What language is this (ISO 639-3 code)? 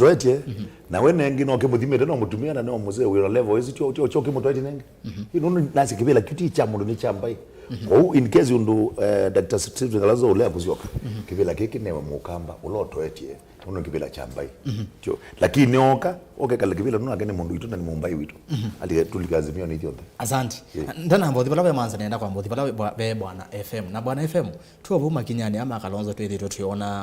kam